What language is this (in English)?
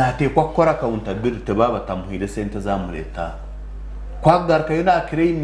Nyankole